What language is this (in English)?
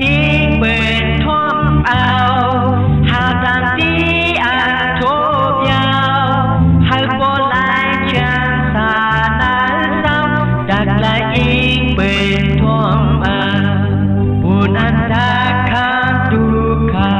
Shan